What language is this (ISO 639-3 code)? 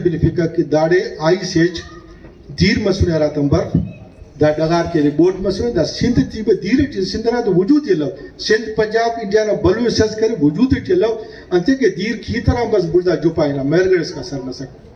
brh